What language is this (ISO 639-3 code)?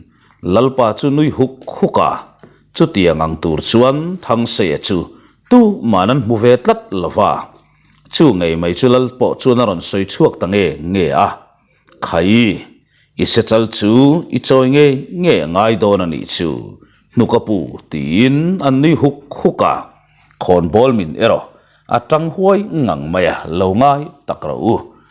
lus